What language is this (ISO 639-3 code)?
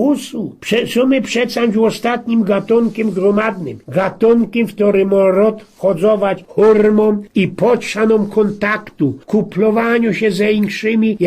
szl